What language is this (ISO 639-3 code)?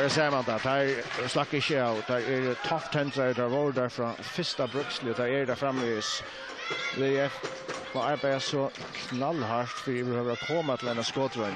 fao